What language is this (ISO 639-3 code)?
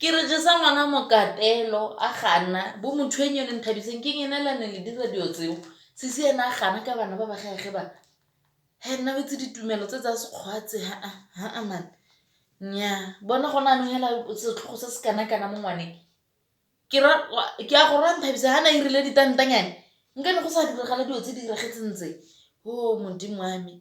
tsn